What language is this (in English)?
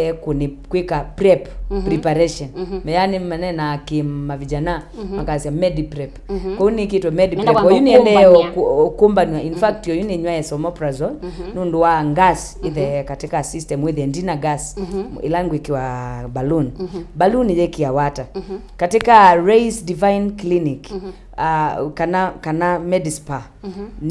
Kamba